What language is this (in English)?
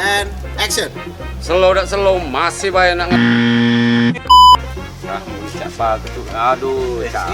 Musi